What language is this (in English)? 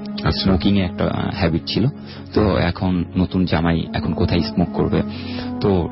Bangla